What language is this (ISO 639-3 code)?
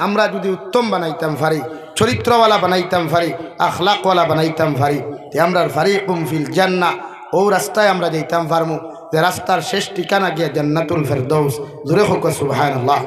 syl